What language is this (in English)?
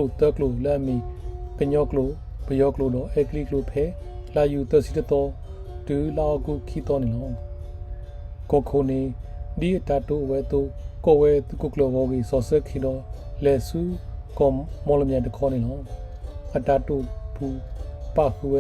S'gaw Karen